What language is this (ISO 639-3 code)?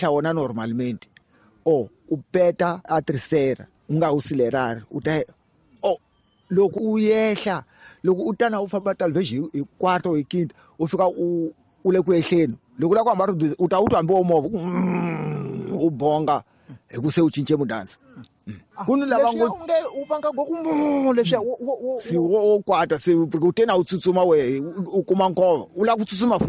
tso